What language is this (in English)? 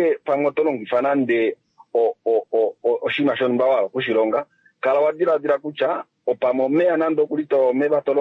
Kuanyama